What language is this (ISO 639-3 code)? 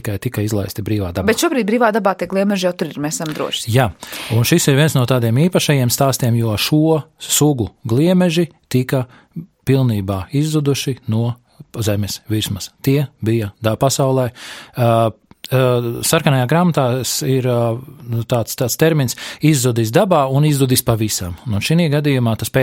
lav